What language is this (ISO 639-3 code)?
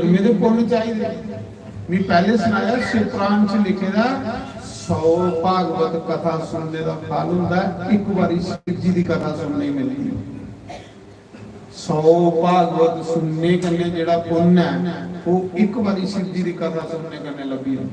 doi